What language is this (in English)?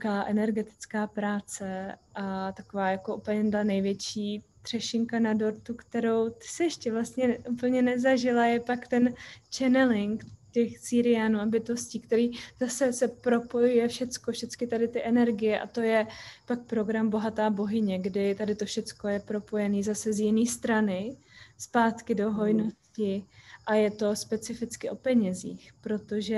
Czech